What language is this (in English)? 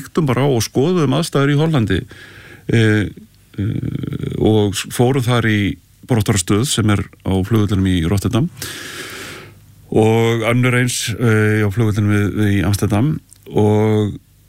Icelandic